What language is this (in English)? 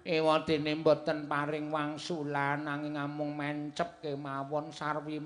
Javanese